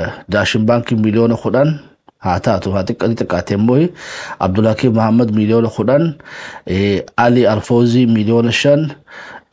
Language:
Oromo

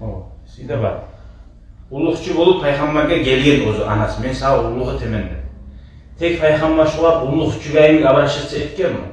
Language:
Kumyk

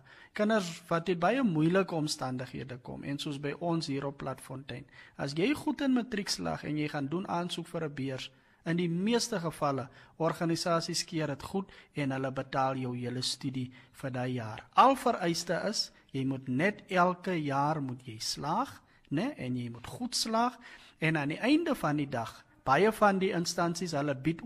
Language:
Afrikaans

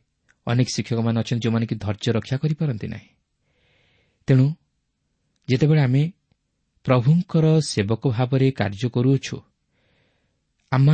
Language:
Odia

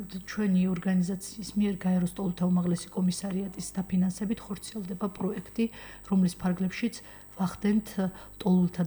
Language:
Georgian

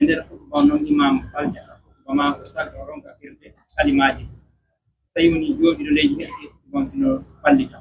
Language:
Pular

